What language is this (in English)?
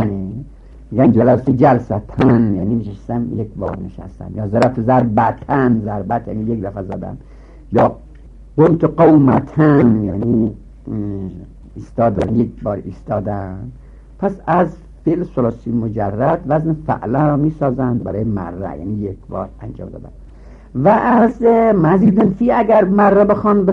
Persian